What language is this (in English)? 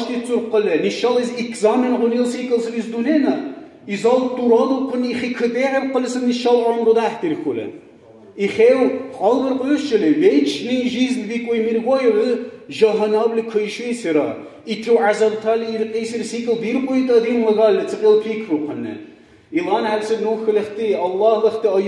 Dargwa